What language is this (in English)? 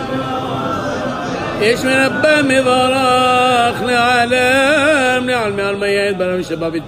Hebrew